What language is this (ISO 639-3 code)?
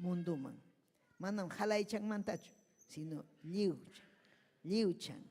quy